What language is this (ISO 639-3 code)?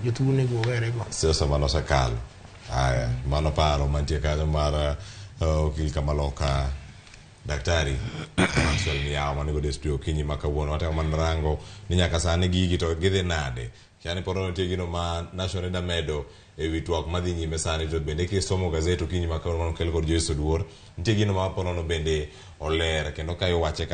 luo